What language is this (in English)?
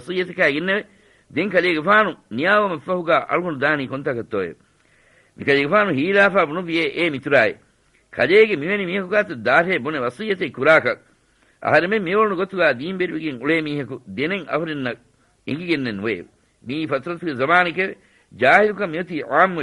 Divehi